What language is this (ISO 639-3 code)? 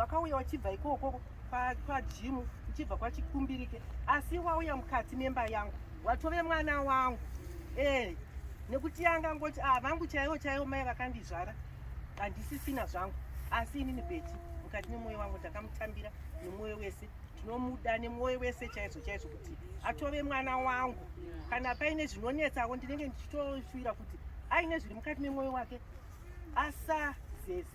sna